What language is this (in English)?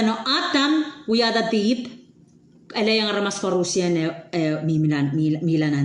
Pohnpeian